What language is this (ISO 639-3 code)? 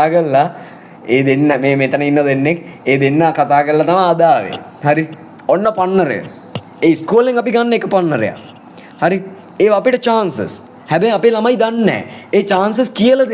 sin